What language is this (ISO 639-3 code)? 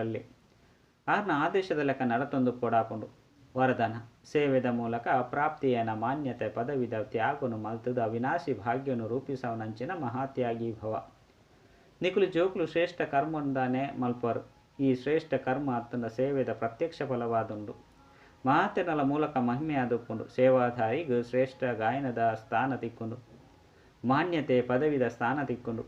tcy